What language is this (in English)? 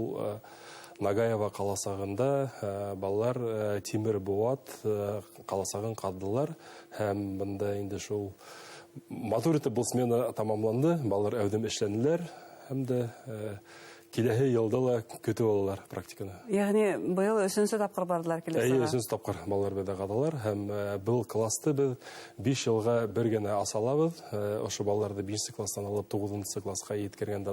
Bashkir